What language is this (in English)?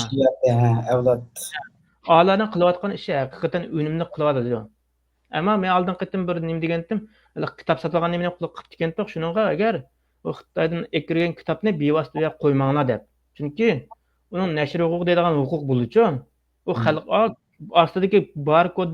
Uyghur